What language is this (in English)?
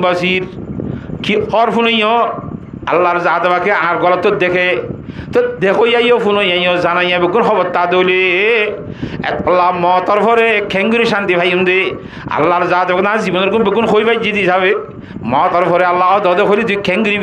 Rohingya